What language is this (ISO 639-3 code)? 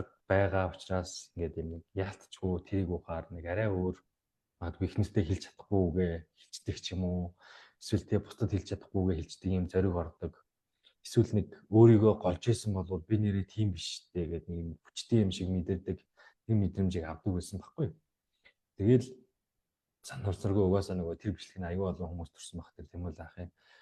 mon